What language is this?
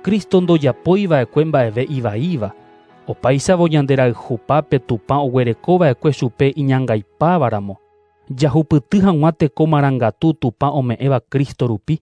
Guarani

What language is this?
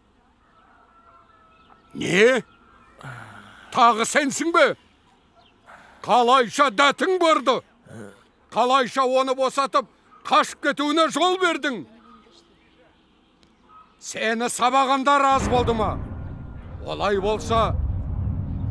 Kazakh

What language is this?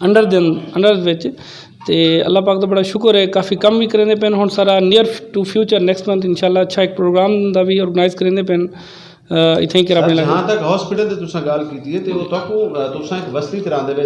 Saraiki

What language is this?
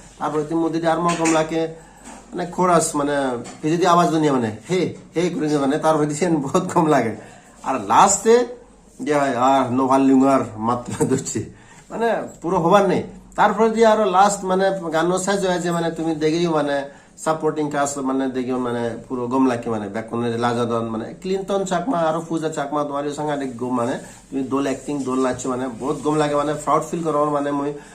Chakma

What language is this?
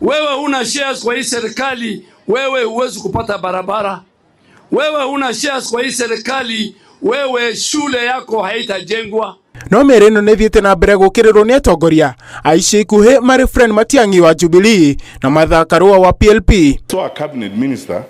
Kikuyu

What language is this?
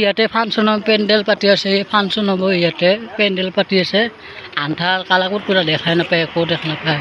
Assamese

